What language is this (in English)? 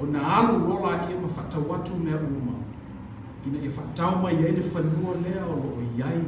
Samoan